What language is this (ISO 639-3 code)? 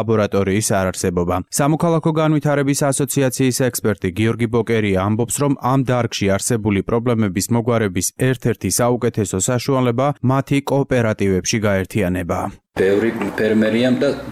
kat